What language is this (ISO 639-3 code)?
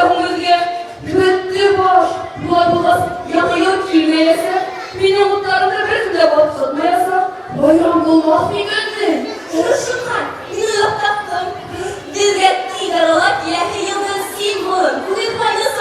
bak